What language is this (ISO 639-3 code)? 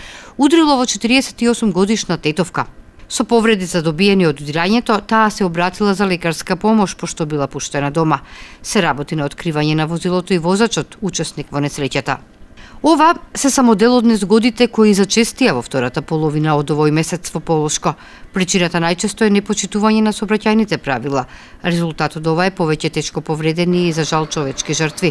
mkd